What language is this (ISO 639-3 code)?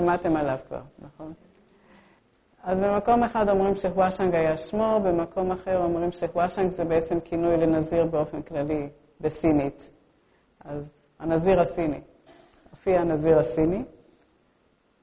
heb